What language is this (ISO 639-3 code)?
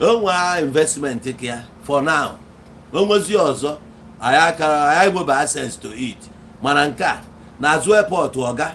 ibo